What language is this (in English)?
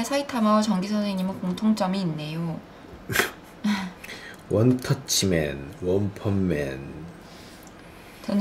Korean